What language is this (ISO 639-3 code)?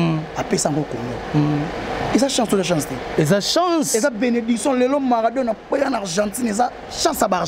lin